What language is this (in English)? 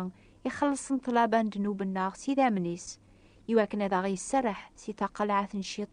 Kabyle